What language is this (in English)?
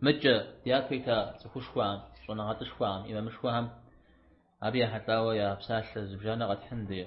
Kabardian